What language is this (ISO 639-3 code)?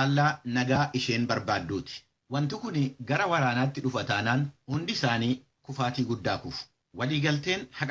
orm